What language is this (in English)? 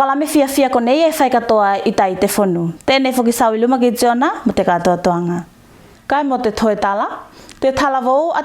Tuvalu